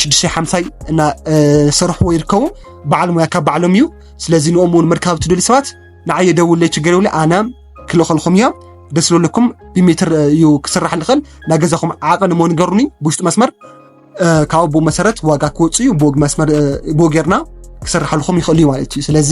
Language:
Tigrinya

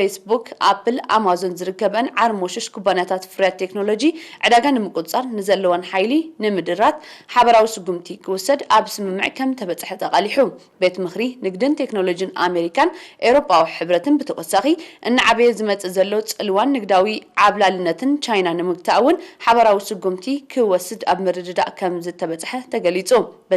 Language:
Tigrinya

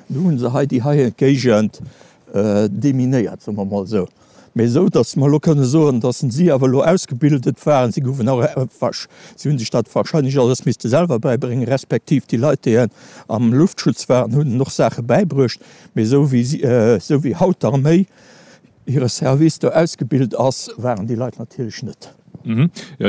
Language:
Luxembourgish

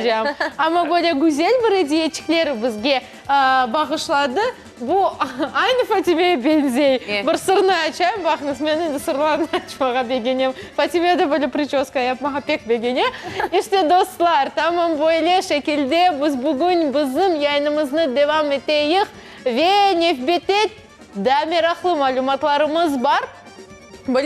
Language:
Crimean Tatar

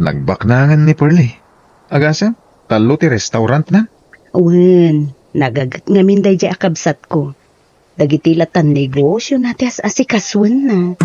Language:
Iloko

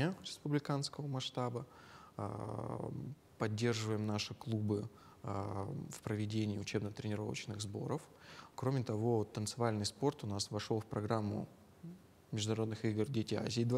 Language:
Russian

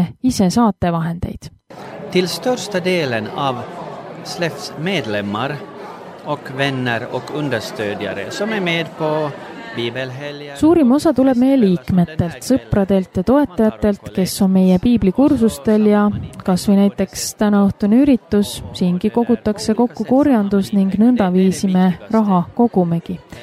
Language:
Estonian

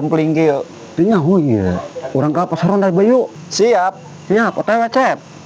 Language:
Sundanese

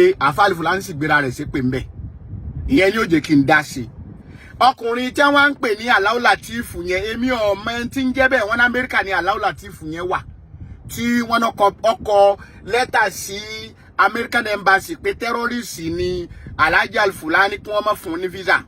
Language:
Yoruba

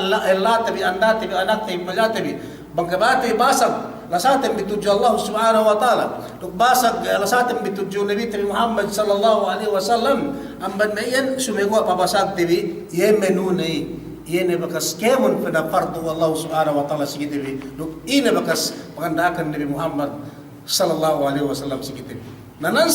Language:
Yakan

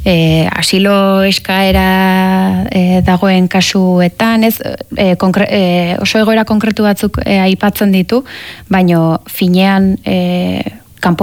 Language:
Basque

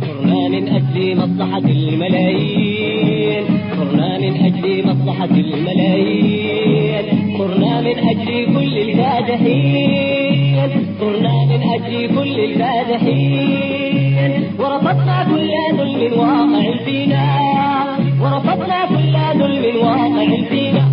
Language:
Tigre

